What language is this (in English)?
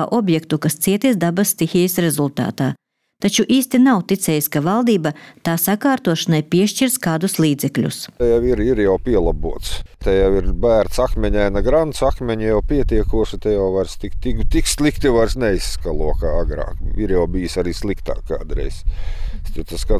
Latvian